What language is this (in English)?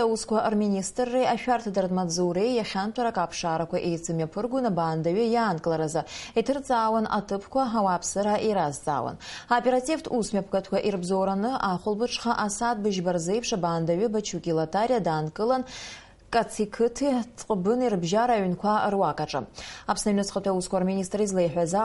Abkhazian